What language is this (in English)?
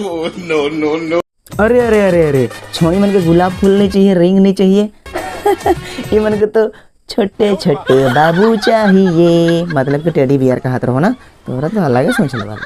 Sadri